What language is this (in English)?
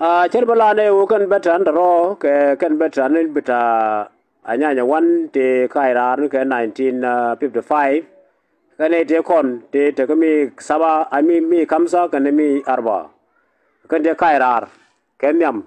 Nuer